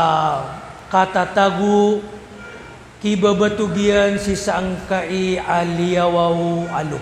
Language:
Maranao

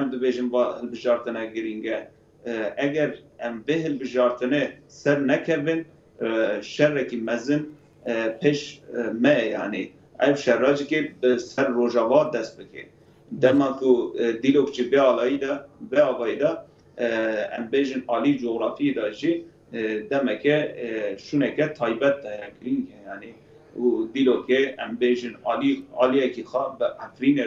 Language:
Kurdish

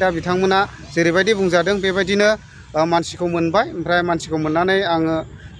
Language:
Bodo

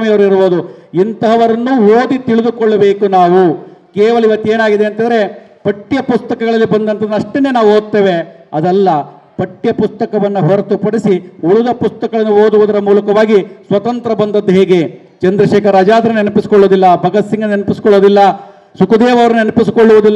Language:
Kannada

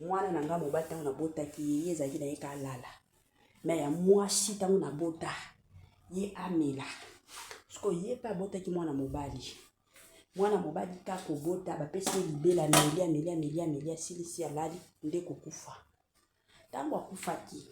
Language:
Lingala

